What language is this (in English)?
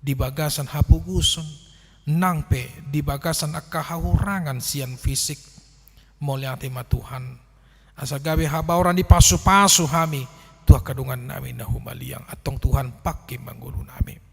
Batak Toba